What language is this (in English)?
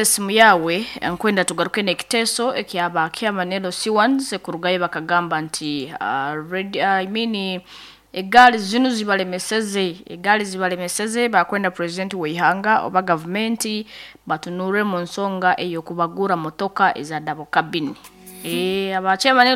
Nyoro